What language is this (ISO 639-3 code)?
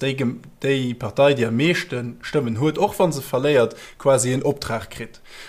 ltz